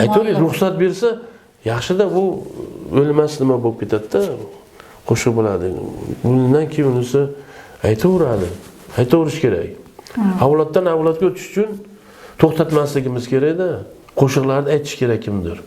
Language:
Uzbek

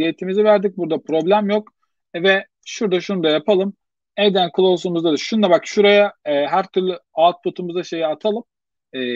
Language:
Turkish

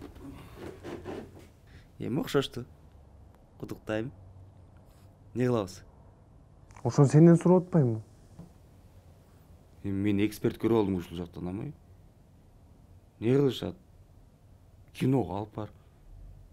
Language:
Kyrgyz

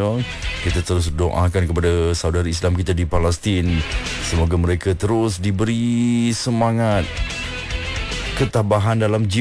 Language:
Malay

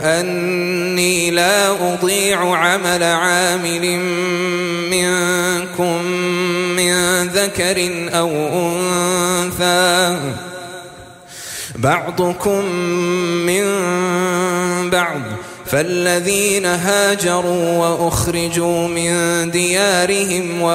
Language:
Arabic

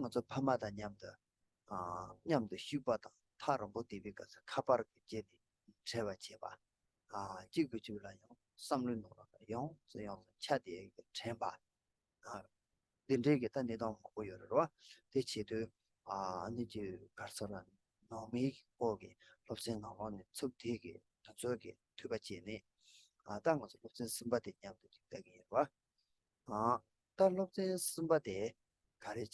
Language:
Tibetan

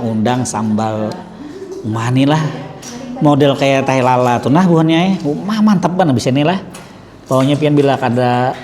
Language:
Banjar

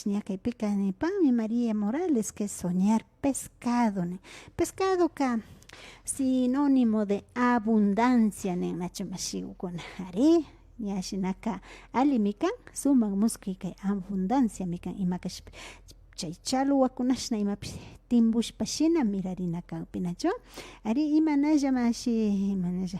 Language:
Imbabura Highland Quichua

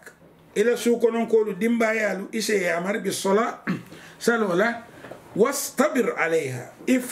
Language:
Mandingo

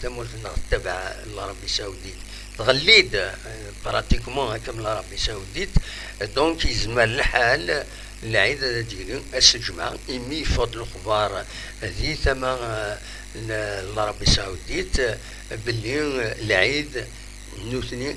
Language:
Kabyle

